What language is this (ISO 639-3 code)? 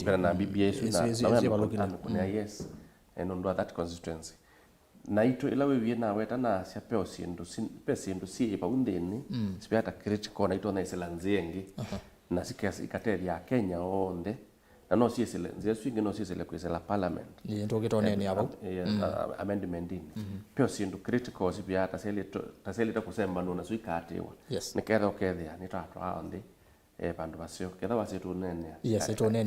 kam